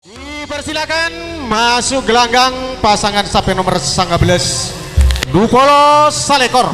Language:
Madurese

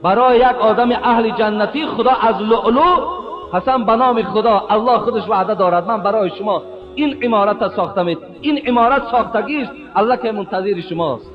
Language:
Tajik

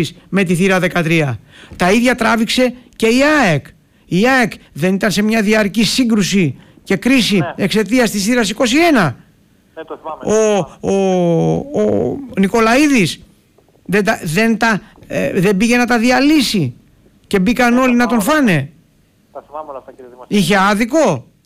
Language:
Greek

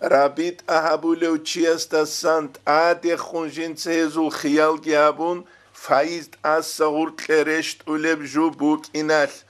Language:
Avaric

